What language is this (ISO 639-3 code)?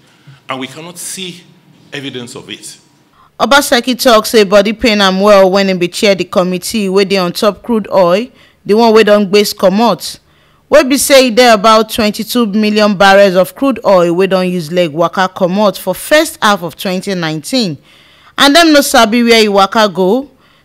pcm